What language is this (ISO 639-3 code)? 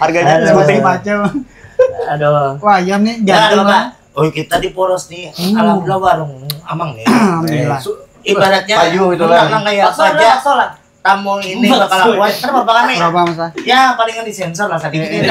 bjn